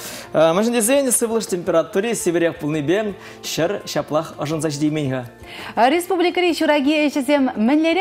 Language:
Chuvash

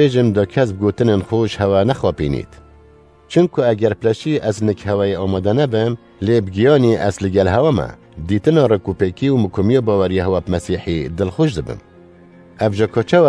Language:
Kurdish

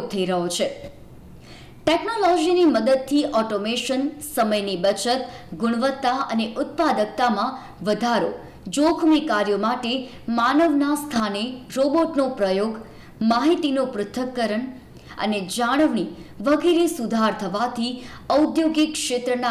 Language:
Gujarati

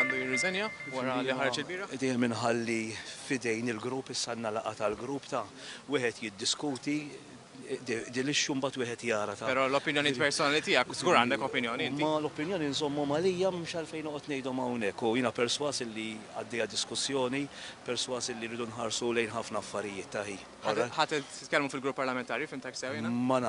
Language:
Maltese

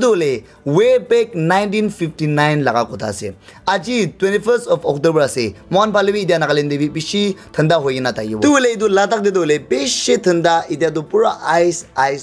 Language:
Naga Pidgin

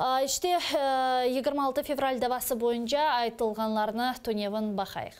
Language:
Crimean Tatar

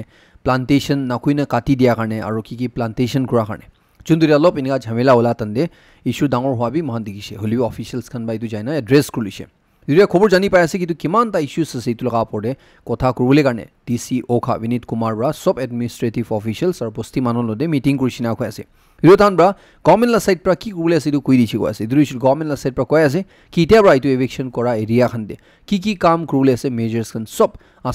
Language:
Naga Pidgin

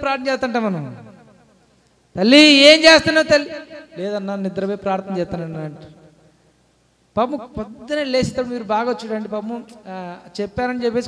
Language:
Telugu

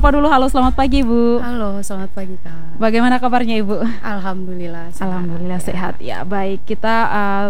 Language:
Indonesian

